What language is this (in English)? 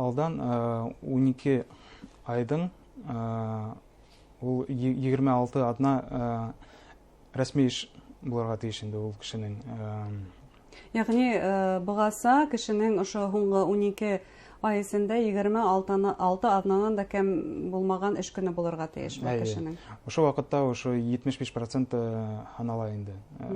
Bashkir